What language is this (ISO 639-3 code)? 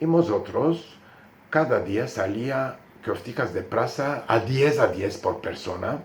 lad